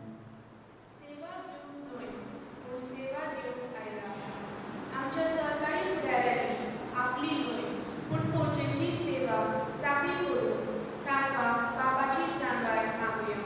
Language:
Konkani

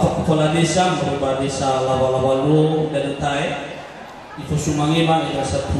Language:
Nias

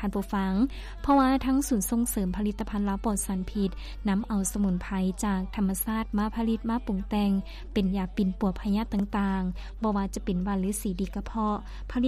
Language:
Lao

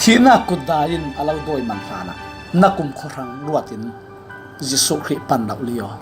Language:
Falam Chin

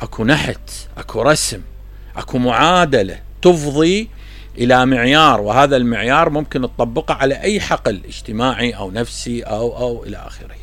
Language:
Mesopotamian Arabic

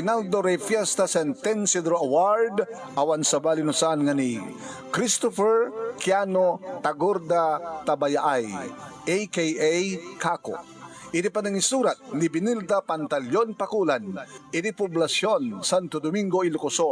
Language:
Iloko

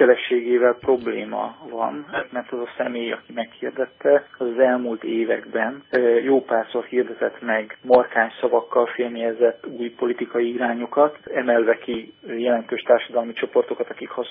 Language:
Hungarian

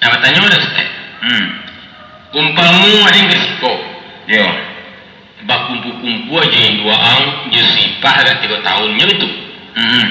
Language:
Minangkabau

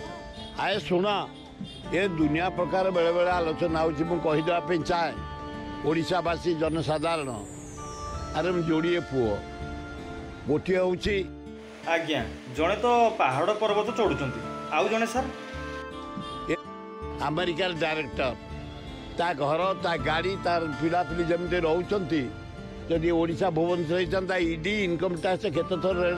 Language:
Odia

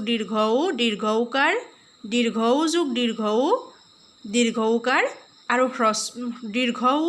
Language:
Assamese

